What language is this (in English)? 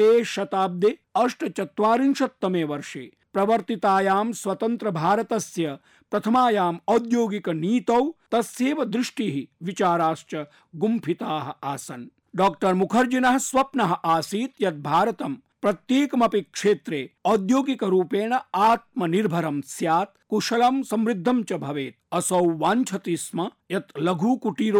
Sanskrit